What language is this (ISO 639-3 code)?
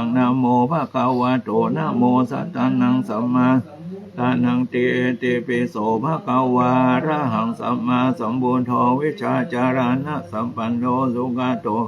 pli